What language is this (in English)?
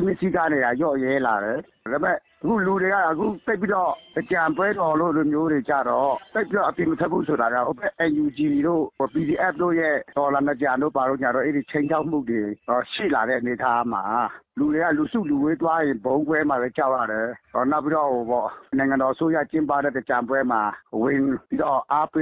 Burmese